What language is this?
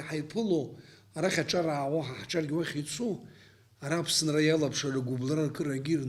Abkhazian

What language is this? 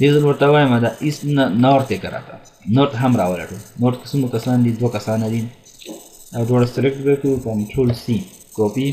Pashto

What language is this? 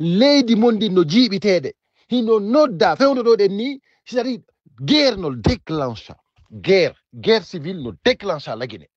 Fula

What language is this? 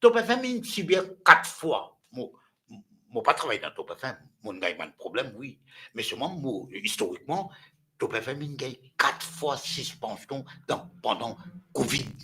Morisyen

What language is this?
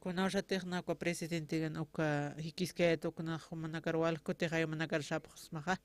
Aymara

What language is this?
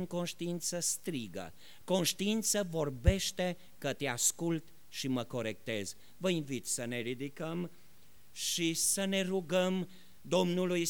Romanian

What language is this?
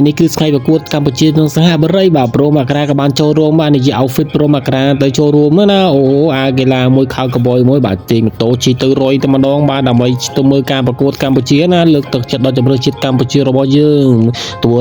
Khmer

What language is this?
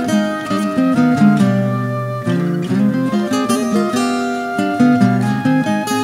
Finnish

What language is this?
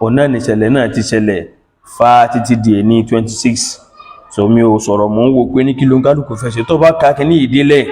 Yoruba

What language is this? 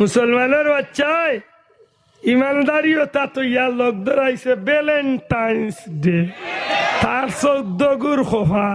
Sylheti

